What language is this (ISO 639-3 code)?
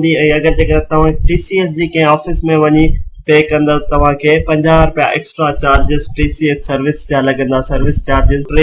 snd